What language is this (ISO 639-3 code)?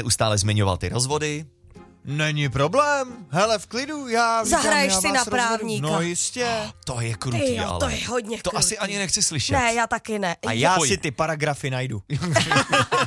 ces